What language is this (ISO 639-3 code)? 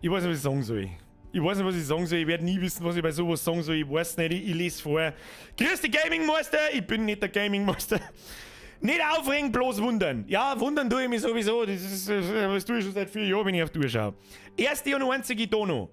bar